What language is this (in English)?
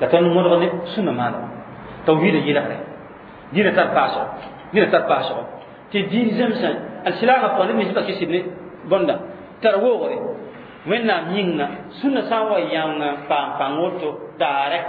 Mossi